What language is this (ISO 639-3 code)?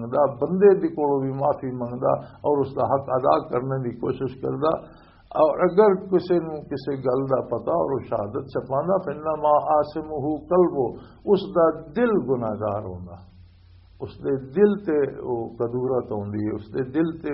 lah